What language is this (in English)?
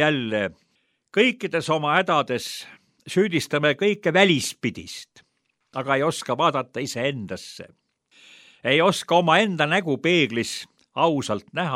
Estonian